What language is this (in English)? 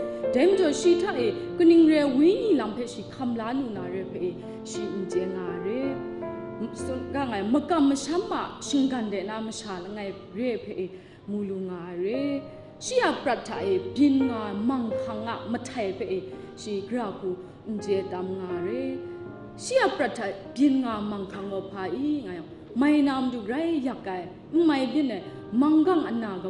Kachin